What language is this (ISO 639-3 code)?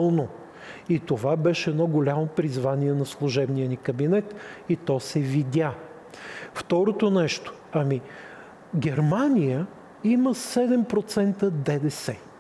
bul